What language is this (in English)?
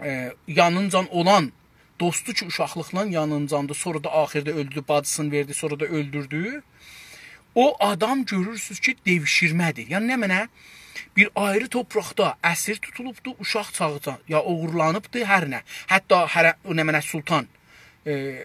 South Azerbaijani